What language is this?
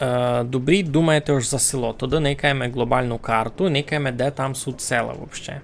Rusyn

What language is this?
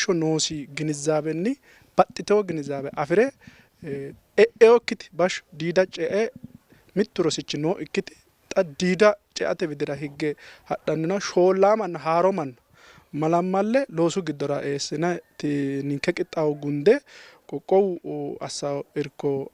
Sidamo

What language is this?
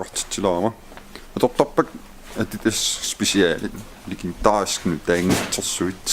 Kalaallisut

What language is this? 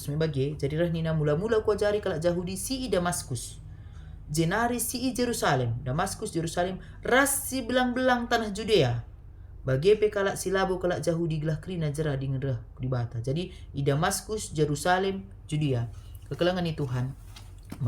Batak Karo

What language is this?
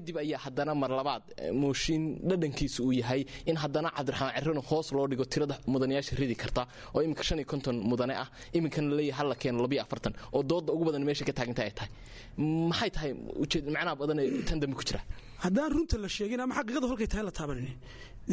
Somali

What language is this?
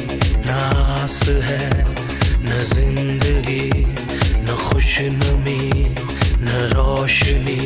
Hindi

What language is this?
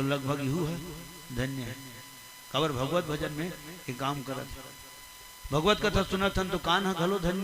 Chhattisgarhi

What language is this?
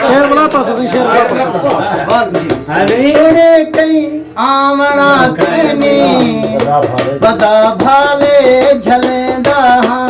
Saraiki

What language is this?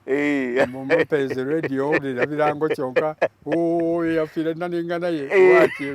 Soga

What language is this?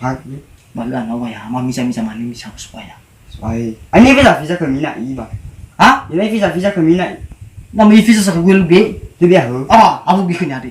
Nias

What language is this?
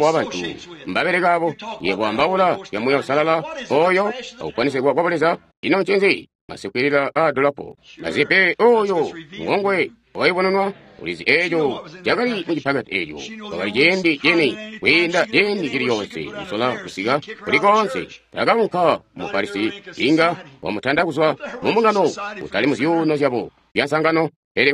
Tonga (Zambia)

